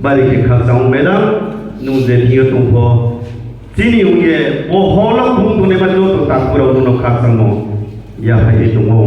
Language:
Riang (India)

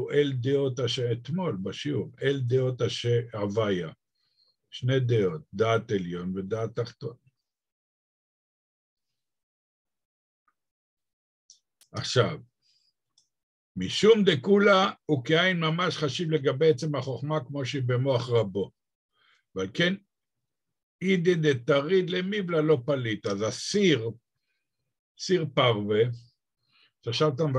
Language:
Hebrew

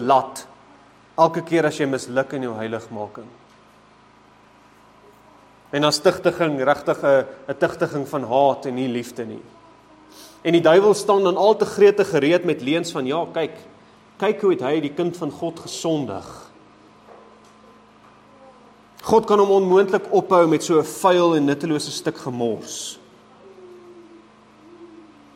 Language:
Afrikaans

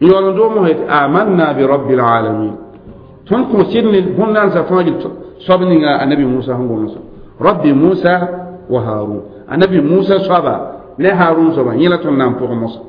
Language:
Mossi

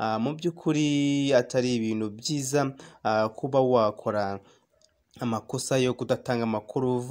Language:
Kinyarwanda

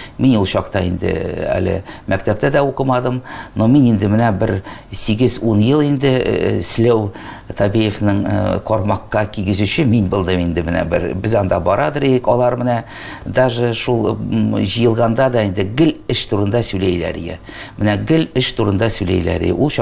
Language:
Tatar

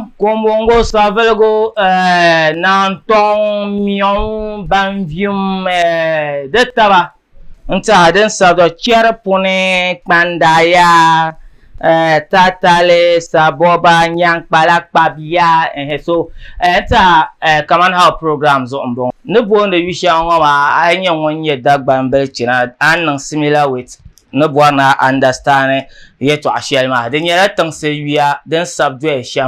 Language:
Dagbani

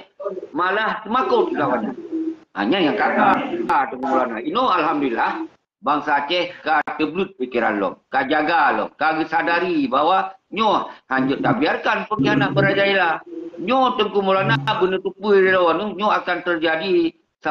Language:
Achinese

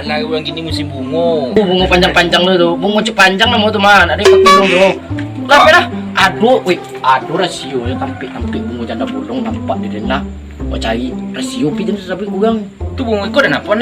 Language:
Minangkabau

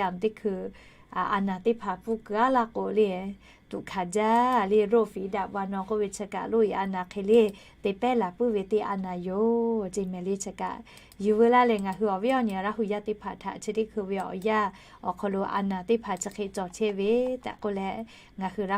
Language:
Lahu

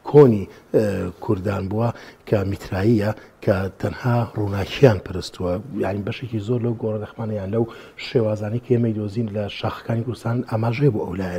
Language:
Central Kurdish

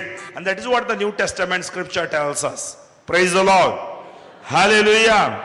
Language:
Konkani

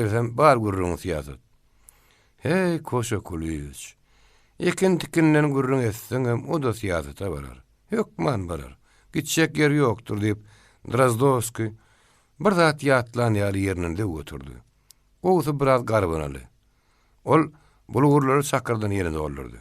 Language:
Turkmen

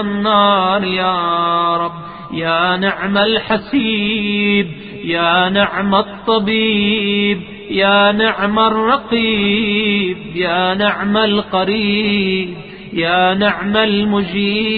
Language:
Arabic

